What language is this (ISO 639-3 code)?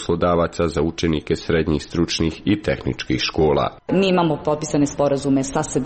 hrv